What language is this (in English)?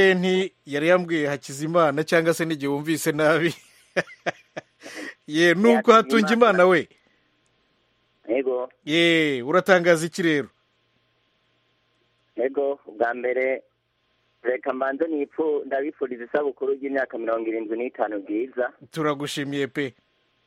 Kinyarwanda